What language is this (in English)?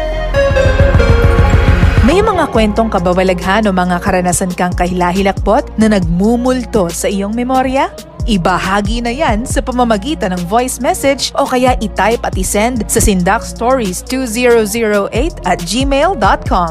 Filipino